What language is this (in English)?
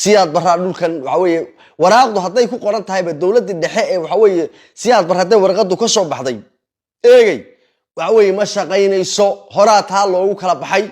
Somali